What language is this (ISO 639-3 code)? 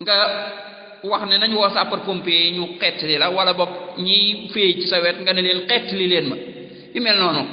wol